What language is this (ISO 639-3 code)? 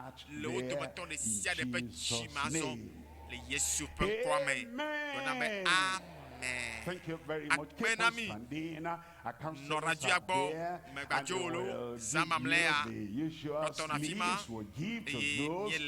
ewe